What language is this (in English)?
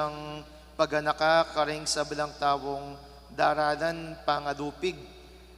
Pampanga